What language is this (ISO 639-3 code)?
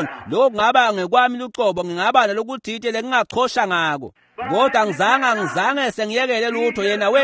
ssw